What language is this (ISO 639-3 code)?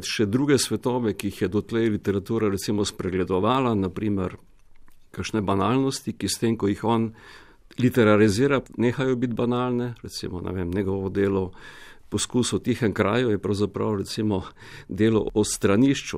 slv